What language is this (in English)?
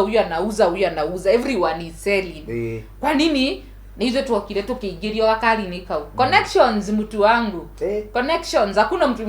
Kikuyu